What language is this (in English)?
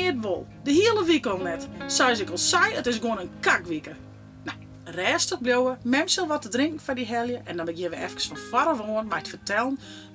Western Frisian